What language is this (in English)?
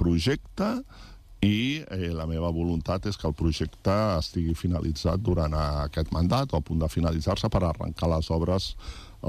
Catalan